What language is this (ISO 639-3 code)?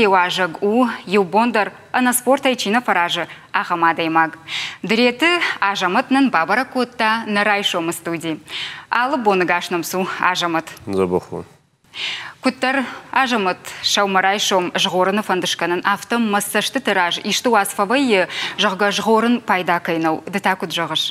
oss